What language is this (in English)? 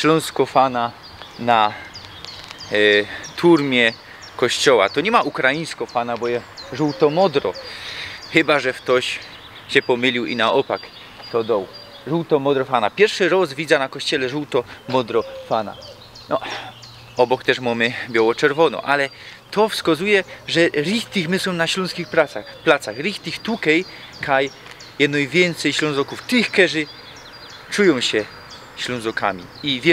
Silesian